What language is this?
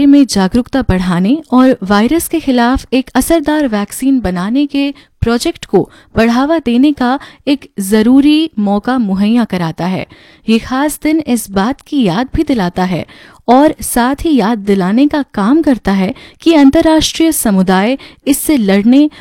Hindi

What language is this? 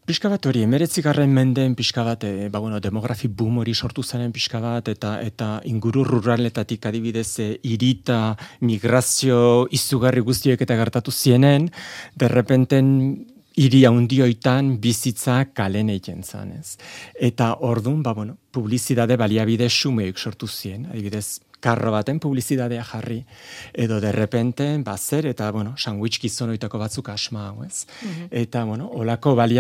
Basque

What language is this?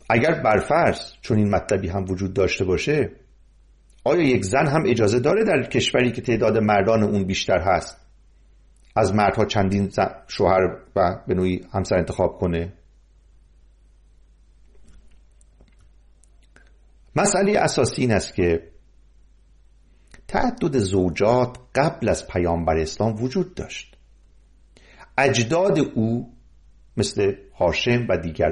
Persian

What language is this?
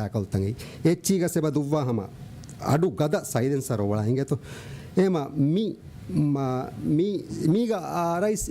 Divehi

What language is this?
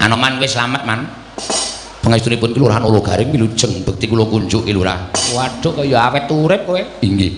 Javanese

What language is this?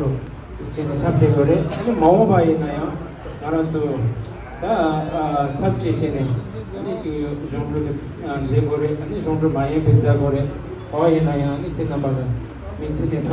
Tibetan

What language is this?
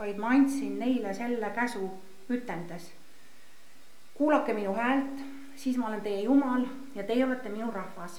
Estonian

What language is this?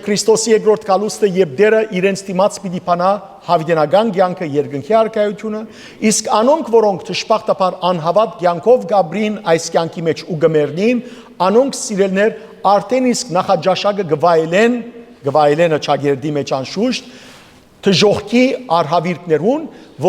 Western Armenian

